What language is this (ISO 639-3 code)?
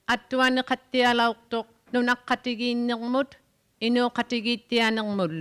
iku